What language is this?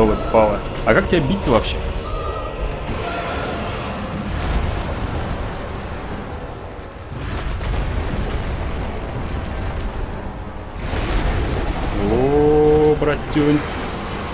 Russian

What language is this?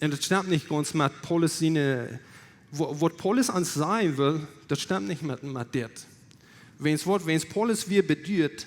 Plautdietsch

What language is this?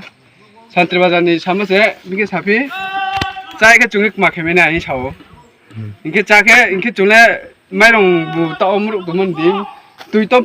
Riang (India)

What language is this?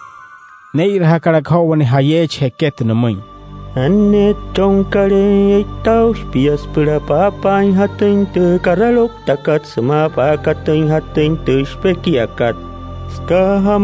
Wayuu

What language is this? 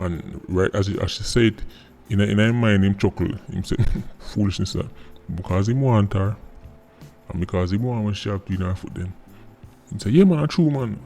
Jamaican Creole English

